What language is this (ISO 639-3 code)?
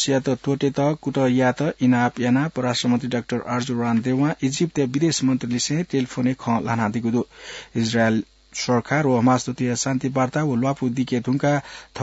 new